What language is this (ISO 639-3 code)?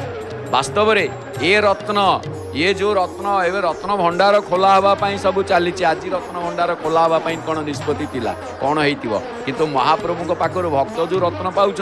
ori